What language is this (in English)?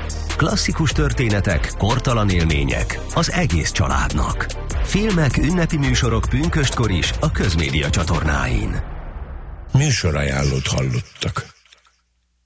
Hungarian